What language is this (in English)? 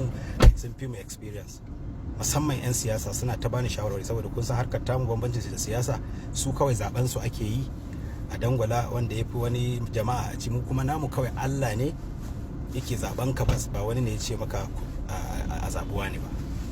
Hausa